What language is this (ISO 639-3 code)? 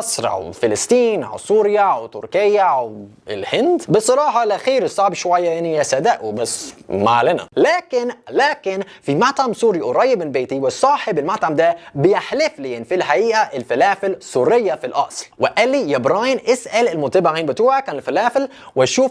arz